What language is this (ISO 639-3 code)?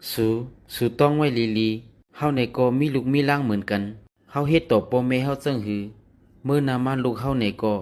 shn